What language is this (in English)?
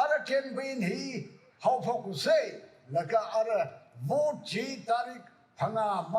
Tangkhul Naga (India)